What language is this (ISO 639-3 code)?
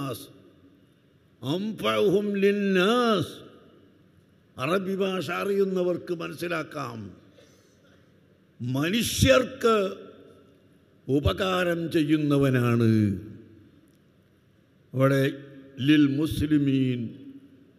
mal